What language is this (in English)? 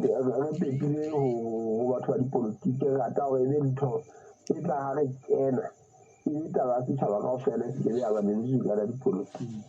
Southern Sotho